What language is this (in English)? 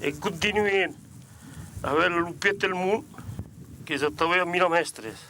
Occitan